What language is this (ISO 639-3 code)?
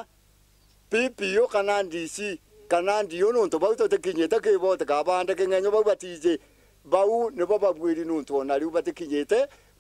mer